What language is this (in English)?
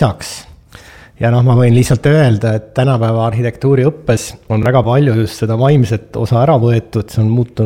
Estonian